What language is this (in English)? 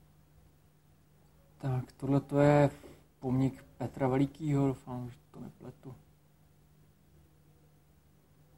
Czech